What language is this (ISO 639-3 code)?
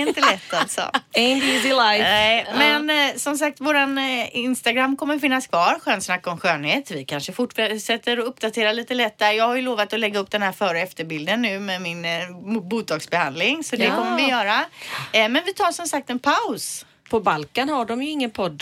swe